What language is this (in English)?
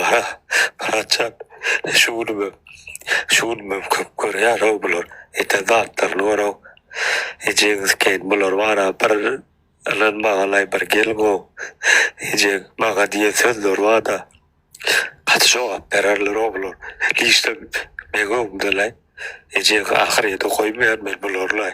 Turkmen